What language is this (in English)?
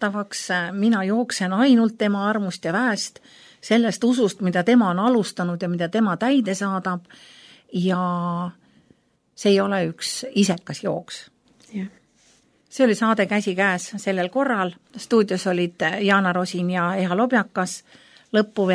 Estonian